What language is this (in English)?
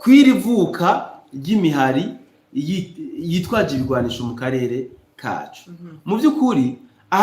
Rundi